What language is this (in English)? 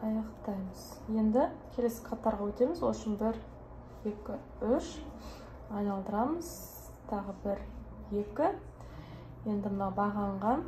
Kazakh